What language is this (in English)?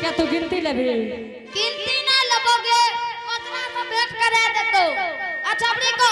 Angika